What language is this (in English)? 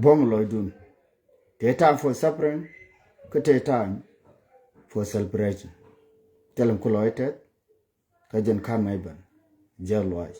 Nuer